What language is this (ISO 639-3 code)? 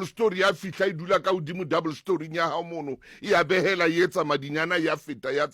sot